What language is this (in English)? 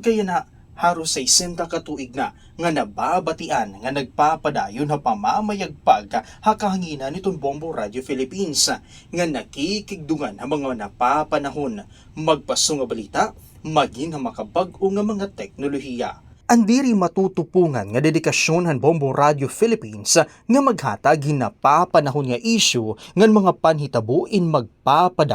Waray